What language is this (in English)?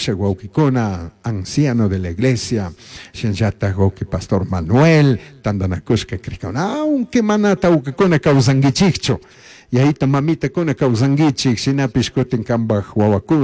Chimborazo Highland Quichua